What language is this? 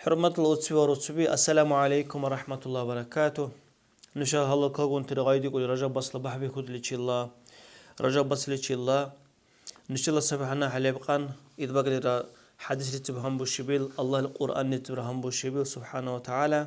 Dargwa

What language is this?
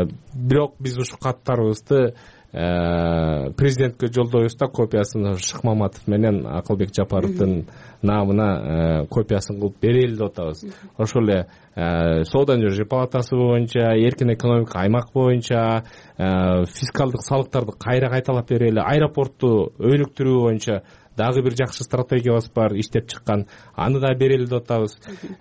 Kyrgyz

